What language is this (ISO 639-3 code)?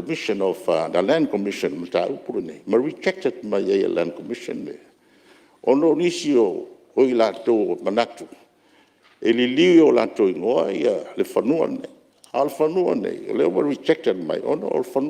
smo